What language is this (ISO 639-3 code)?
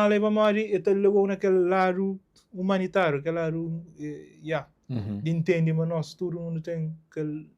kea